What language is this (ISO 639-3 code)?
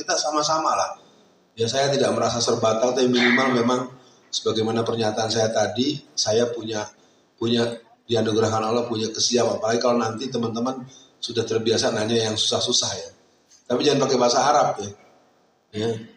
ind